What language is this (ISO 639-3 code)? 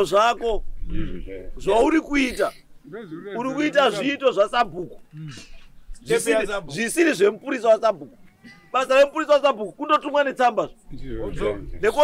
sna